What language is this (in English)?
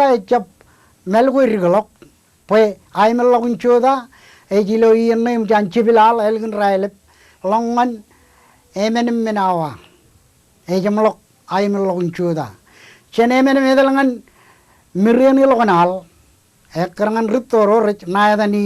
Marshallese